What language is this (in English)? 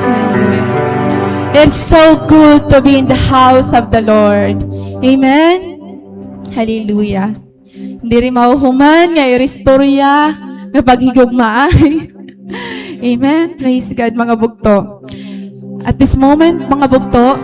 Waray